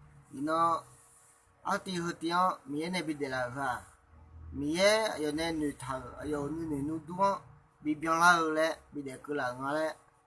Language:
Akha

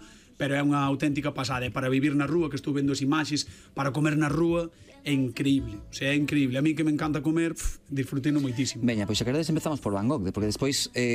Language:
Galician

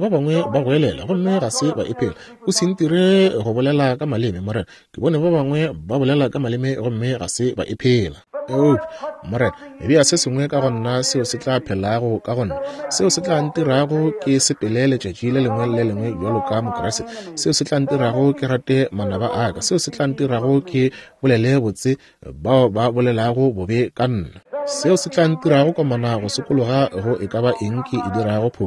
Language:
Northern Sotho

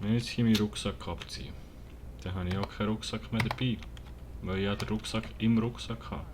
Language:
Swiss German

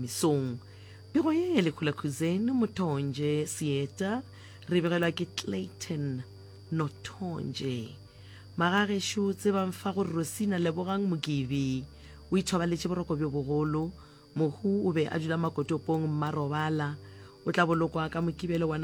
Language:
Northern Sotho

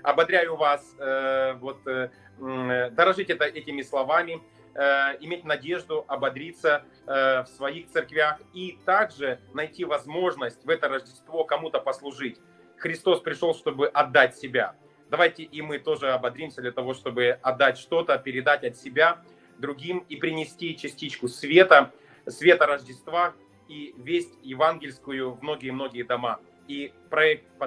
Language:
Russian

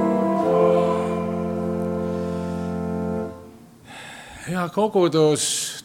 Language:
Estonian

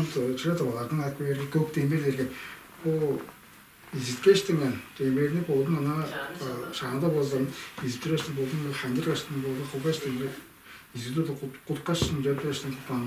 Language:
Tuvinian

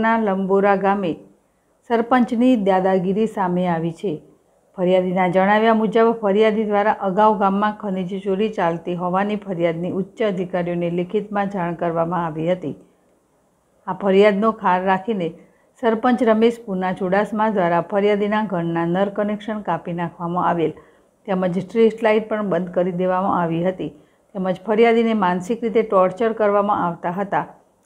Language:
Gujarati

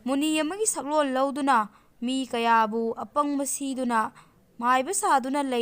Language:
Manipuri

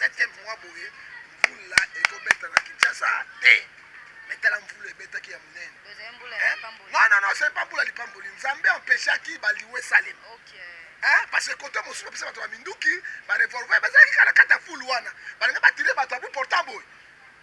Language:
Lingala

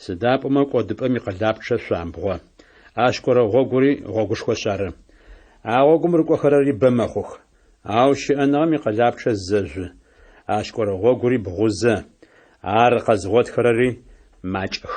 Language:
Adyghe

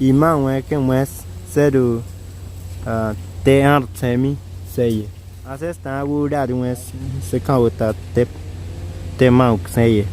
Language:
Bribri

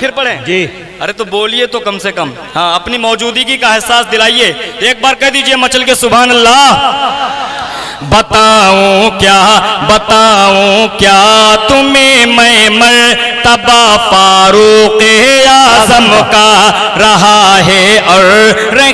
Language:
Urdu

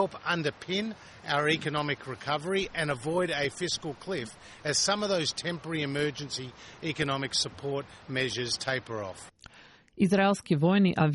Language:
Macedonian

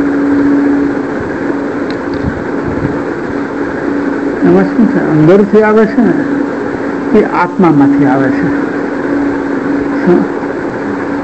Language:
Gujarati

